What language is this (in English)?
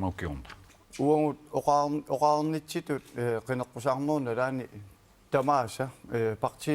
Kalaallisut